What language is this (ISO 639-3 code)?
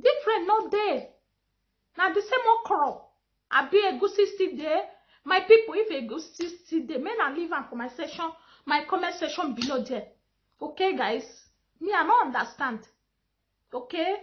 pcm